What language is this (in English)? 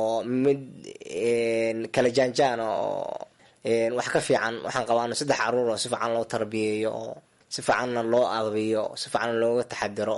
Somali